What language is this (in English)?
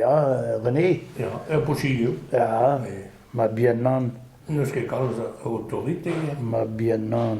Breton